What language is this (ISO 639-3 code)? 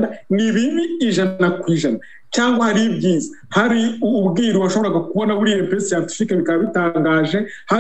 kin